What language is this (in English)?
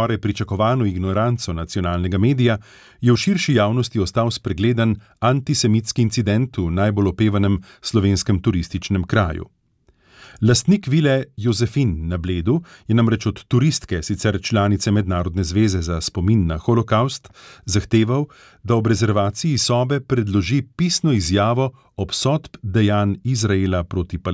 Slovenian